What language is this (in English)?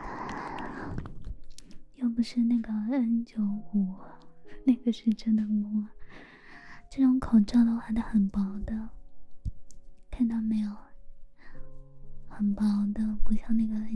Chinese